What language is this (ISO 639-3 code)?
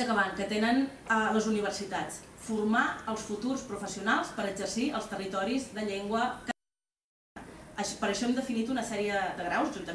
cat